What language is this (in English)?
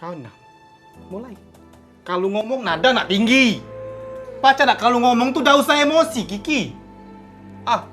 Musi